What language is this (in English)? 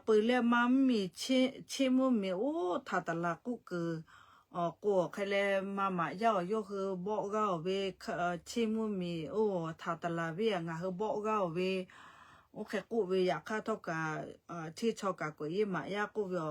Lahu